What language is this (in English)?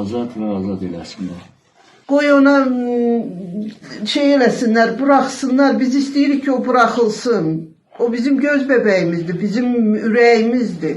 Azerbaijani